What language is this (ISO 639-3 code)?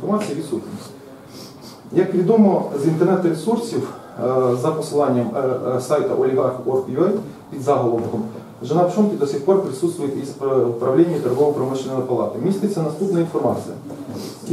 ukr